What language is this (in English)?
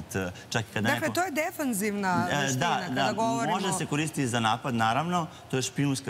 Serbian